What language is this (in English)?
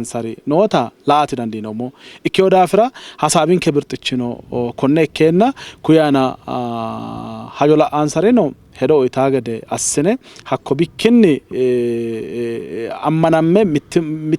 Sidamo